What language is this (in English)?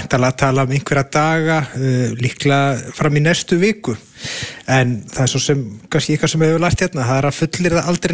Icelandic